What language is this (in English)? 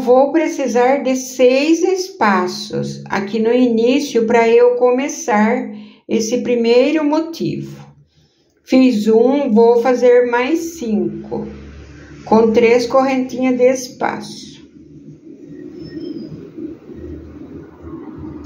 Portuguese